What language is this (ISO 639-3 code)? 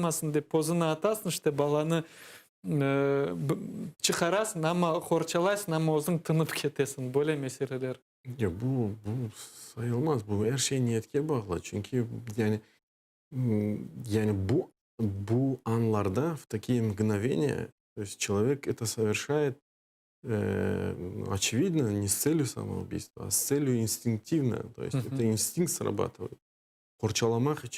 crh